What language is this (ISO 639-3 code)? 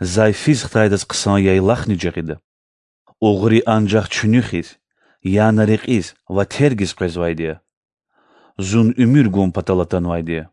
lez